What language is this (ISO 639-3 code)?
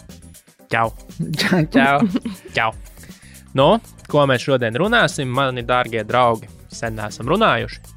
lav